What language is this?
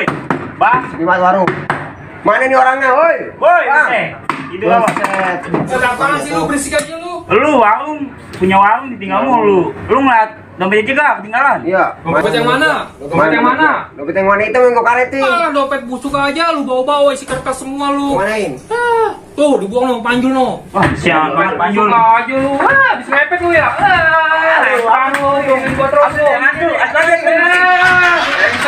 Betawi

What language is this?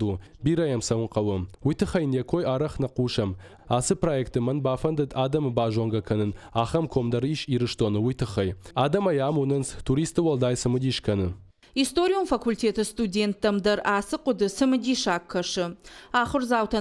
Ossetic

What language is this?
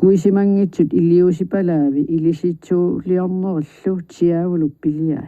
Kalaallisut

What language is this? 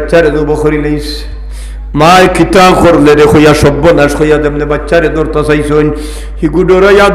Sylheti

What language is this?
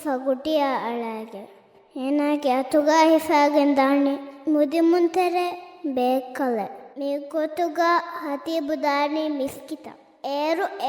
Divehi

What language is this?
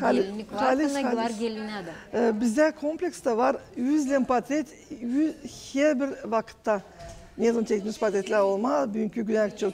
Gagauz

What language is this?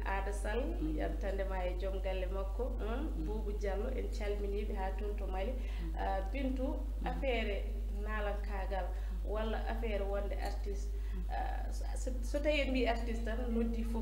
Fula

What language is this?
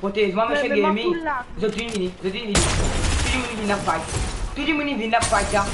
Morisyen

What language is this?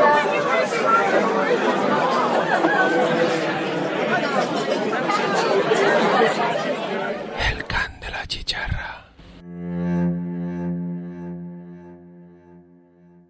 Catalan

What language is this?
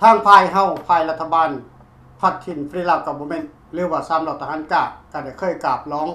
Lao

